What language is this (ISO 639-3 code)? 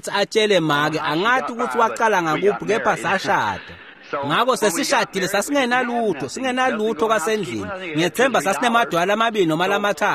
ssw